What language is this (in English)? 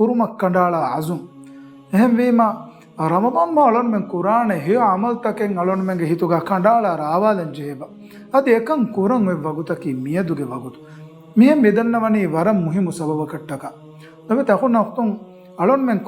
Divehi